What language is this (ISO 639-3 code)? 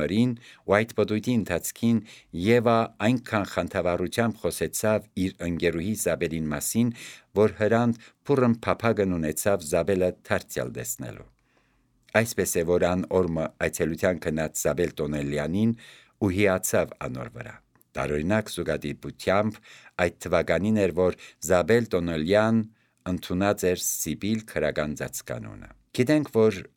hye